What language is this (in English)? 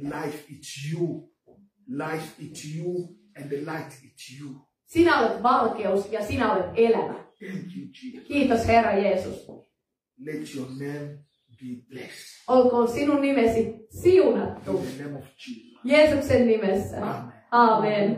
Finnish